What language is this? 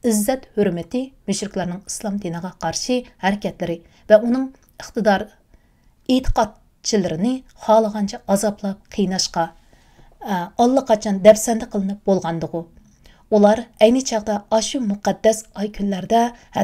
Uyghur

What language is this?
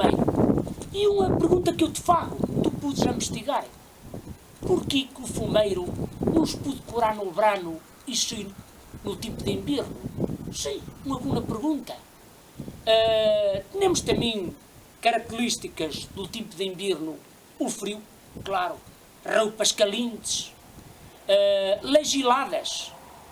Mirandese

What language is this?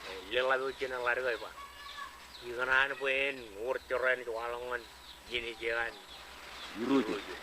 Marshallese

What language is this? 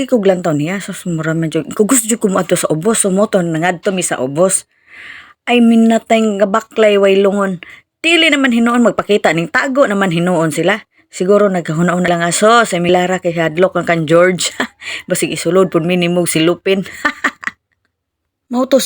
Cebuano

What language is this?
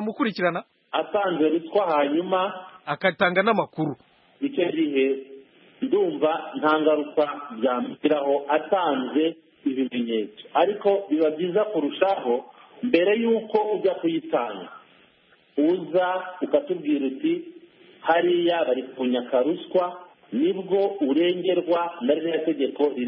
Kinyarwanda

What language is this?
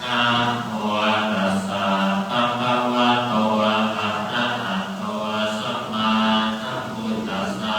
Pali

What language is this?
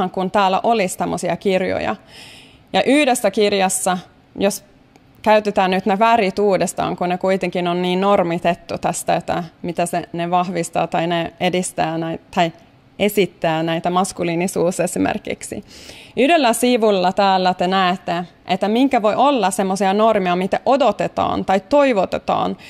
Finnish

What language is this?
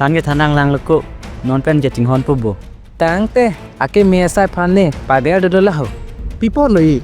Karbi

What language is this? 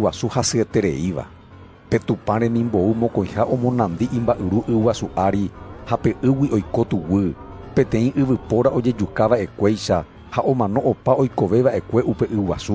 Guarani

